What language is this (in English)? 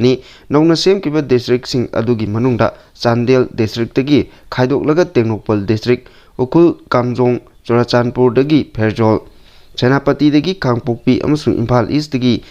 Manipuri